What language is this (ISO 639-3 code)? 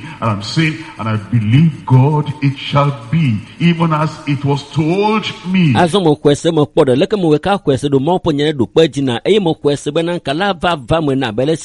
ewe